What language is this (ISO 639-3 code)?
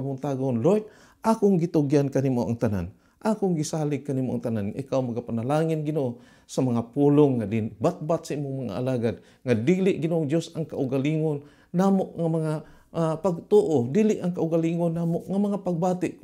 ceb